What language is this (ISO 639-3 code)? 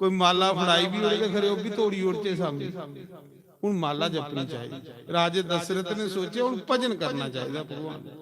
doi